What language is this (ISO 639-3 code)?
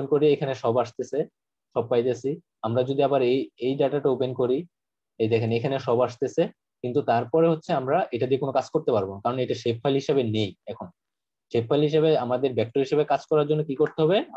ben